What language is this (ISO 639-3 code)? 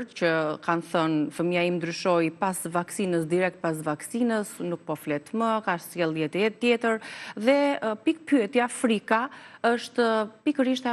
sqi